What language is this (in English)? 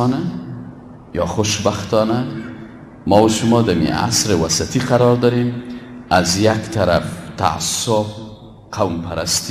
Persian